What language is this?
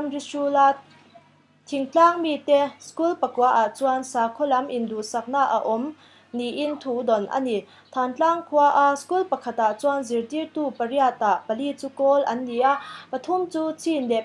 Mizo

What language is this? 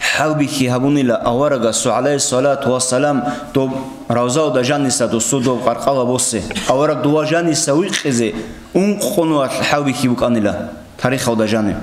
Avaric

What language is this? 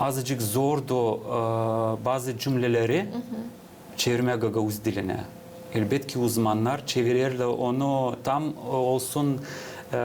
Gagauz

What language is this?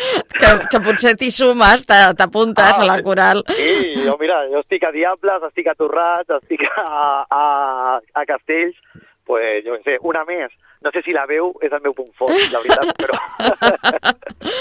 Catalan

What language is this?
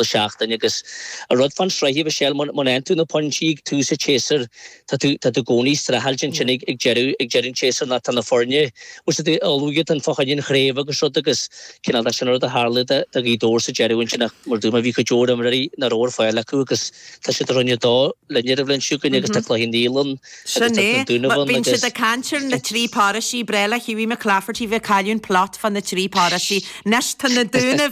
Irish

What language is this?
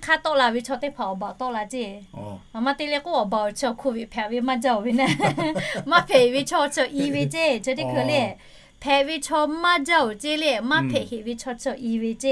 Lahu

